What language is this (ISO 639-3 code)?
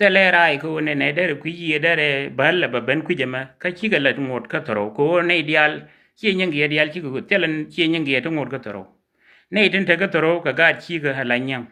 nus